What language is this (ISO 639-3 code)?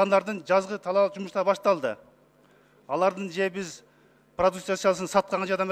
kir